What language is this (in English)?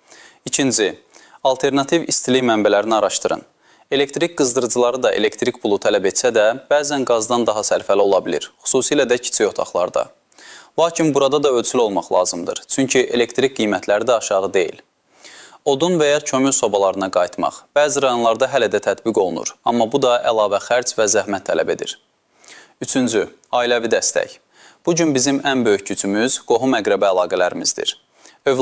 Azerbaijani